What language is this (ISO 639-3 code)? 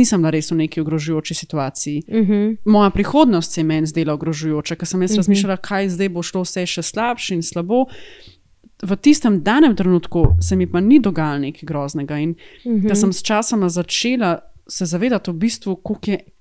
slv